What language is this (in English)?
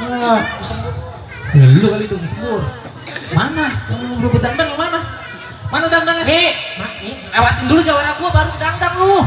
Betawi